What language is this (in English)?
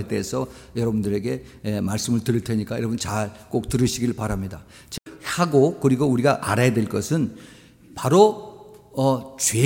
Korean